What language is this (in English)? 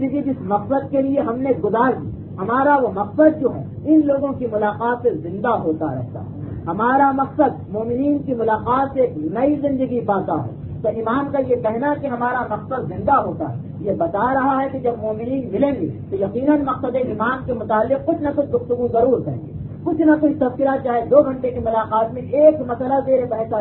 Urdu